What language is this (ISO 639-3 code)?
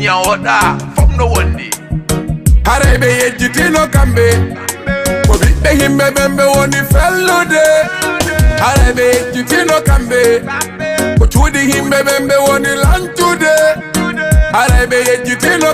ful